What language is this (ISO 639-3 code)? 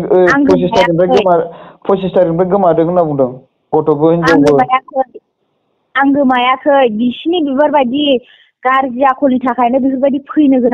brx